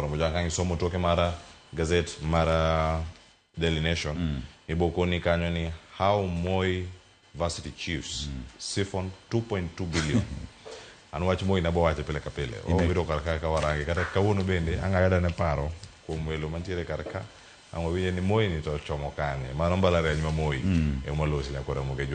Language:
Luo (Kenya and Tanzania)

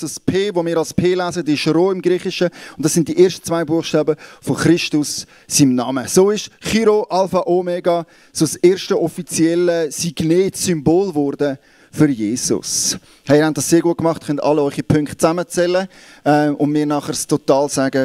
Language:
Swiss German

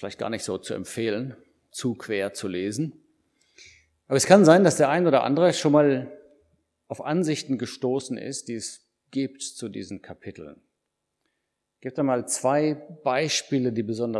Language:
German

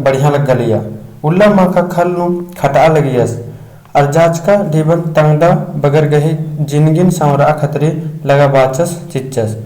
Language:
Kurukh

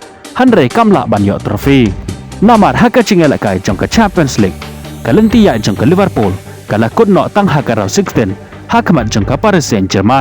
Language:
Khasi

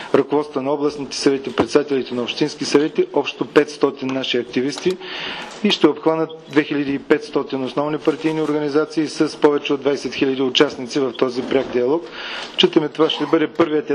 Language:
Bulgarian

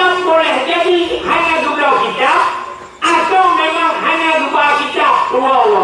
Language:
Achinese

